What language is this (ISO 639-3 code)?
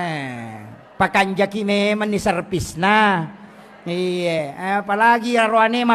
bug